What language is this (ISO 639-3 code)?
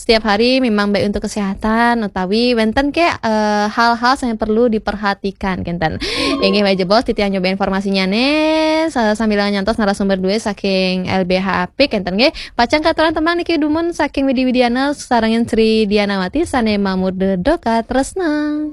ban